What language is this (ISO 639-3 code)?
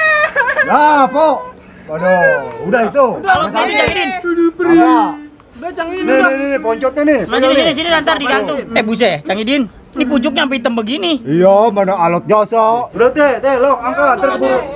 bew